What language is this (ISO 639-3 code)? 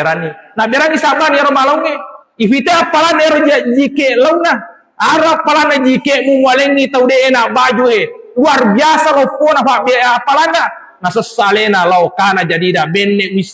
bug